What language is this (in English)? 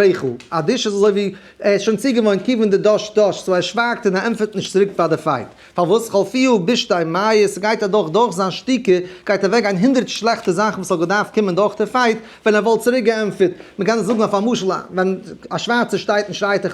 Yiddish